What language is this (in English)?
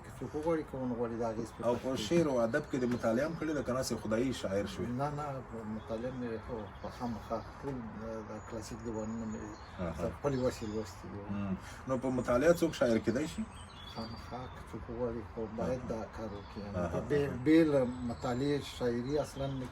Pashto